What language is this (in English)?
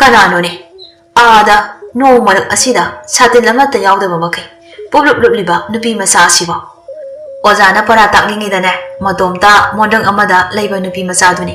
Manipuri